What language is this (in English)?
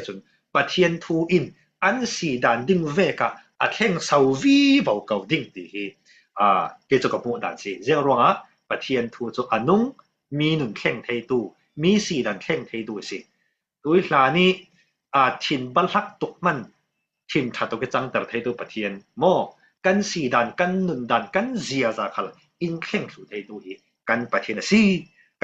Falam Chin